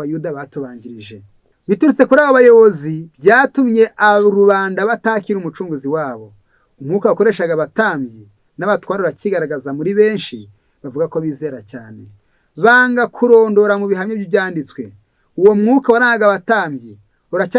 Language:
Kinyarwanda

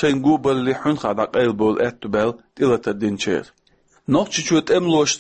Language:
Chechen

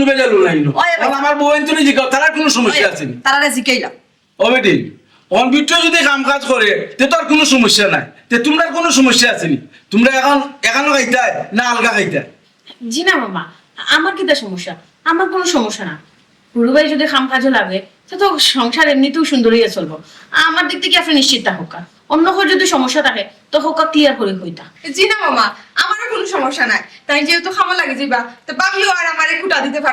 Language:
Sylheti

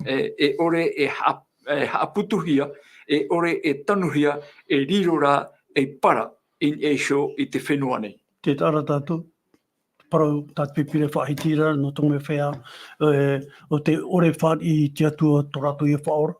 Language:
Tahitian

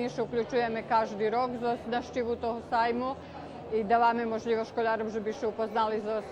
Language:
Rusyn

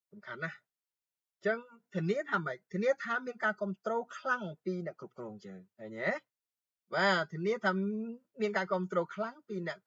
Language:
Khmer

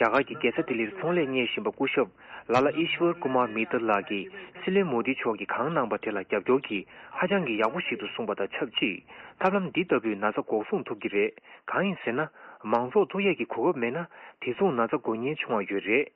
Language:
Tibetan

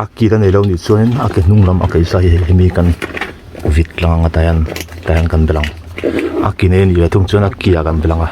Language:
Mizo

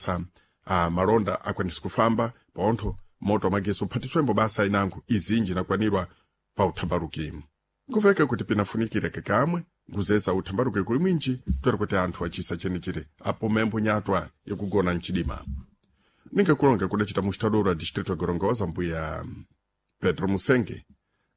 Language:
Sena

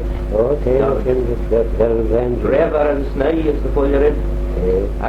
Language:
Manx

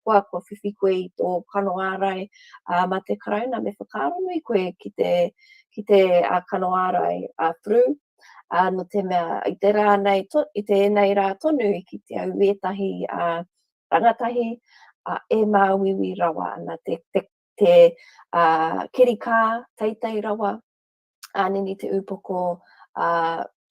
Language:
Māori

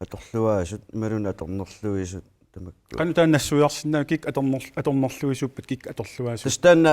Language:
Kalaallisut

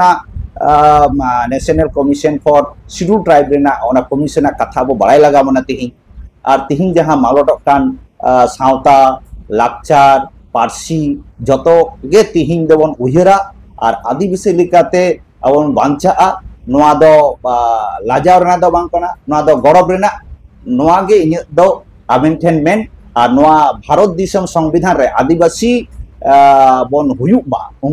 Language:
Santali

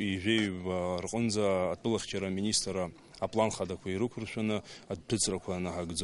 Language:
Abkhazian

